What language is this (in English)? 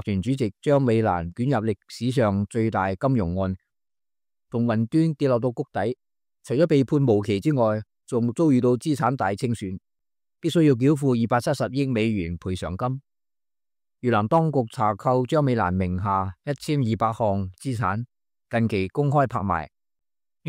Cantonese